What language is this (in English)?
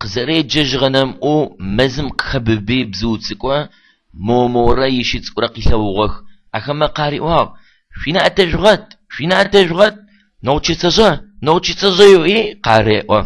Adyghe